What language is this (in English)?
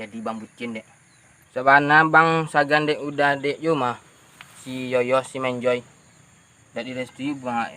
Minangkabau